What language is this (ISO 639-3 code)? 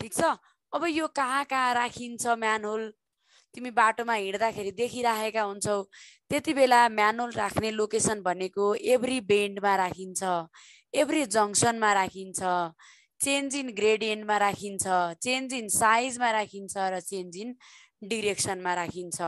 nep